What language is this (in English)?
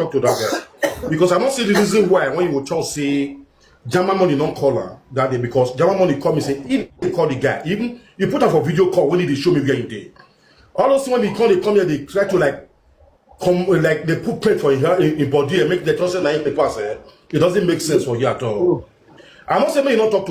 Nigerian Pidgin